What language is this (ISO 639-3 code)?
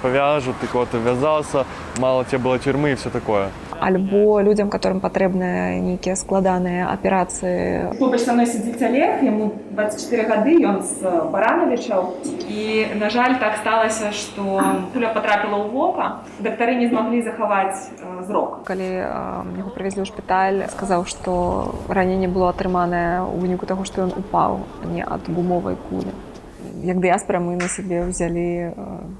bel